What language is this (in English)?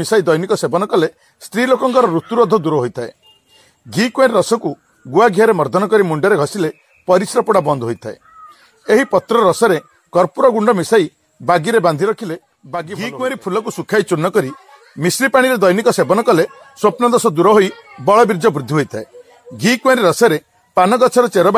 Odia